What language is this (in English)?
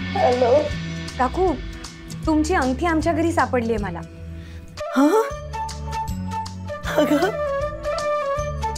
Marathi